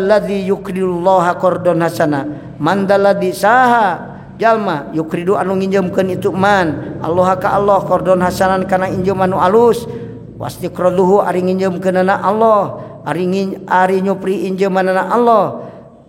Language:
Sundanese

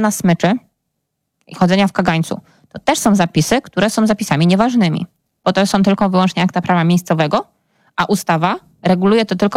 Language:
Polish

